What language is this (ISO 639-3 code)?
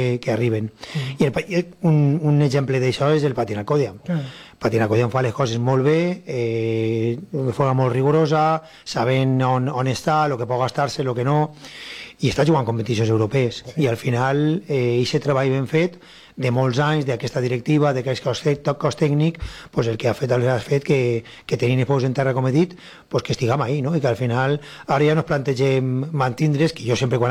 cat